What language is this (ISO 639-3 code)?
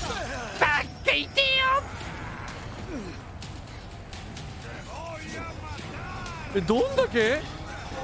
jpn